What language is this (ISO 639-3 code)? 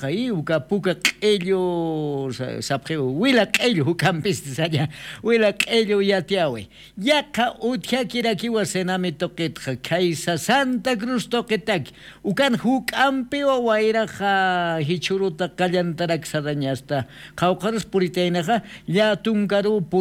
aym